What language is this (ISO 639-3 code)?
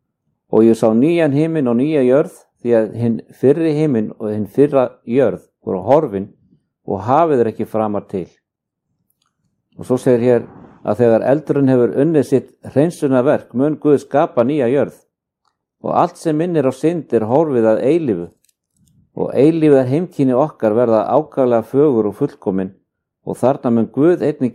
isl